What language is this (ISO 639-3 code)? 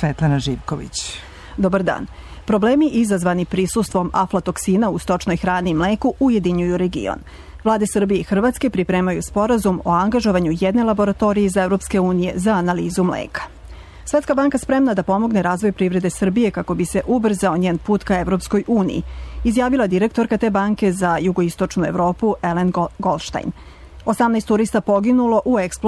srp